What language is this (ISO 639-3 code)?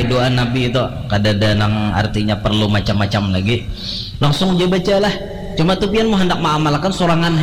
bjn